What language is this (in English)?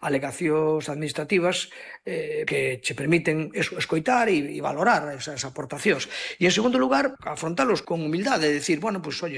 Galician